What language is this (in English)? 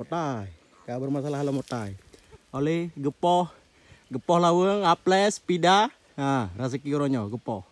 Achinese